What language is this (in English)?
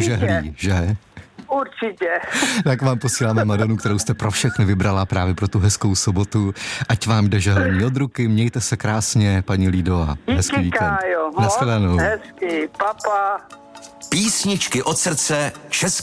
Czech